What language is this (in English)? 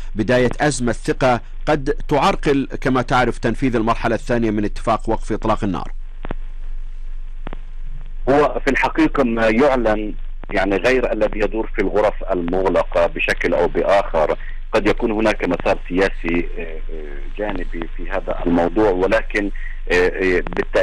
Arabic